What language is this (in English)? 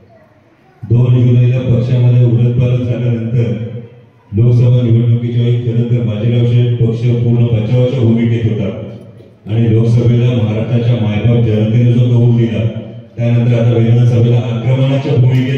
Marathi